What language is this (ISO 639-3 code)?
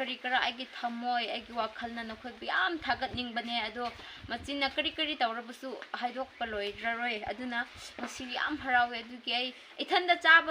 mni